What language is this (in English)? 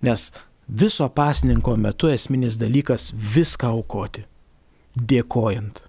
Lithuanian